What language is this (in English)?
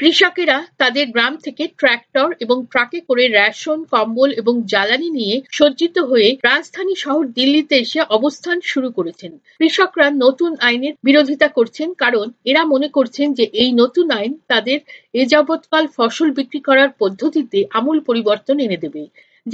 Bangla